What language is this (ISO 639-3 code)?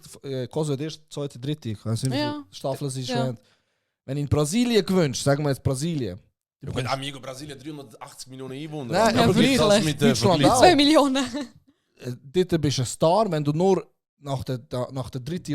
gsw